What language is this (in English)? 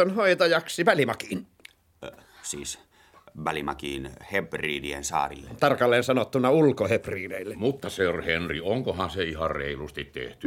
Finnish